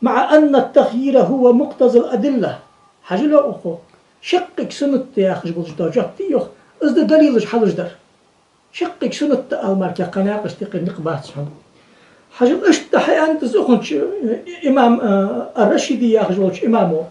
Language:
Ingush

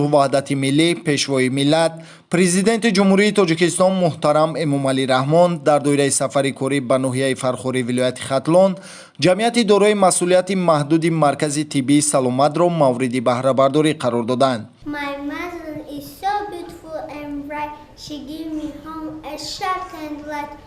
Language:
Tajik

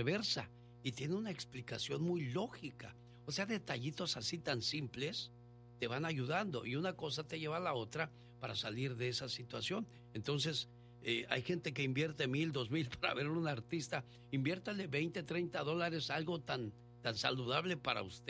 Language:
Spanish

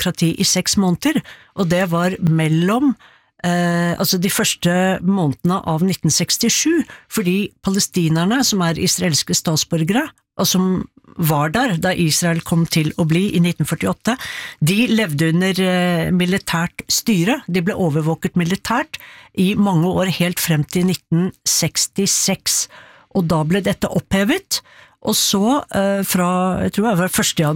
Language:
Norwegian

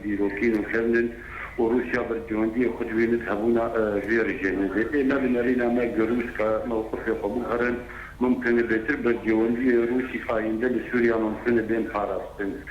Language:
Kurdish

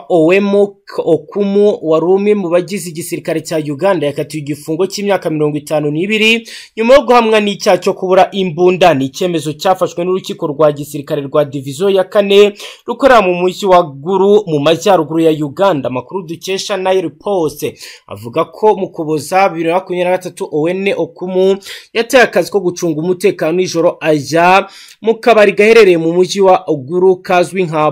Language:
Kinyarwanda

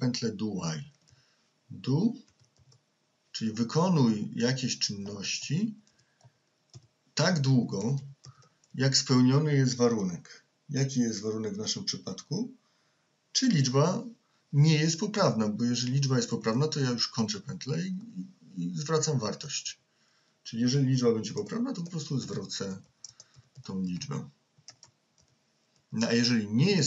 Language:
Polish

